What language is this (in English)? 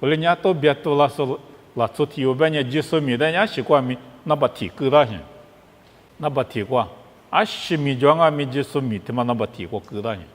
Lisu